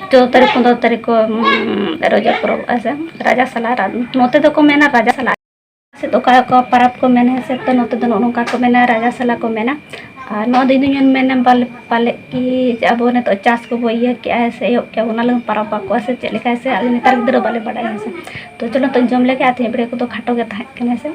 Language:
Santali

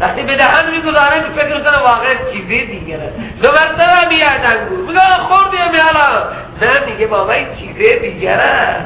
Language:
Persian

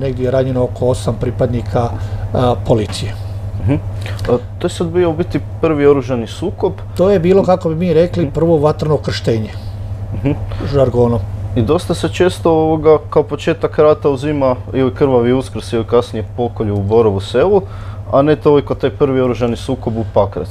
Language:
Croatian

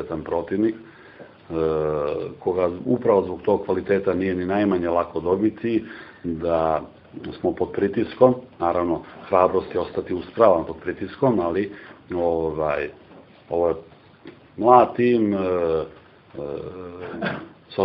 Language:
Serbian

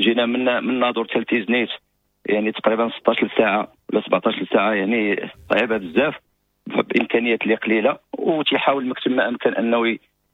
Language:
Moroccan Arabic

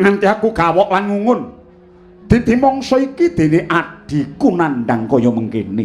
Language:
Javanese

